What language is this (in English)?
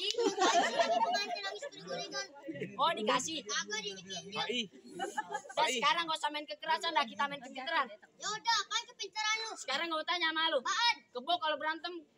Betawi